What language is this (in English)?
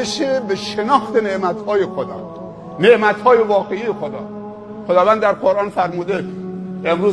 Persian